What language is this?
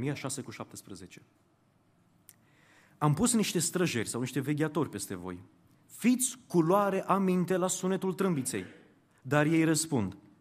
Romanian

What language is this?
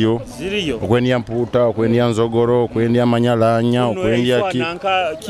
Nyoro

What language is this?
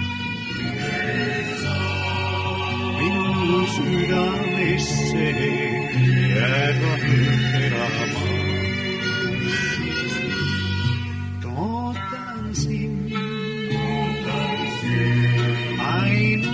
Estonian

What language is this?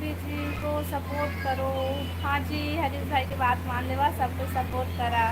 Chhattisgarhi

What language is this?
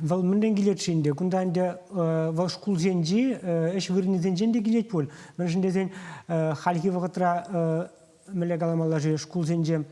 Chuvash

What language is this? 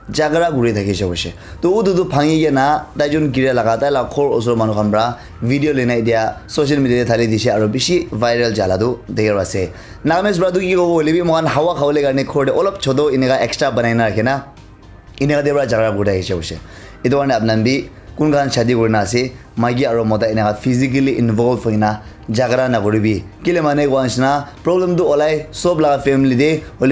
Naga Pidgin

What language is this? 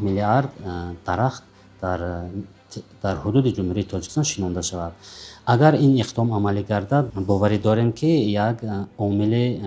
Tajik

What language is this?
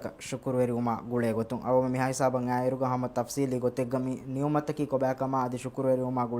Divehi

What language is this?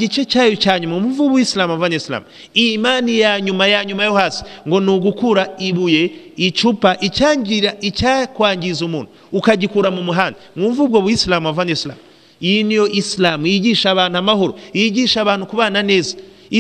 Kinyarwanda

